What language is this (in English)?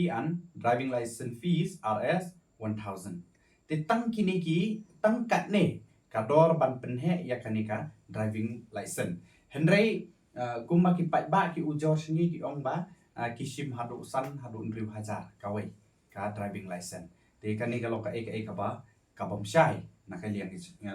Khasi